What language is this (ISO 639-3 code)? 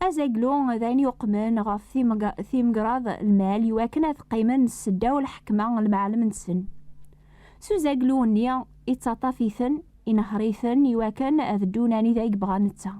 kab